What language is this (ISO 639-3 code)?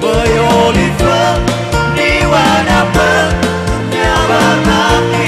nia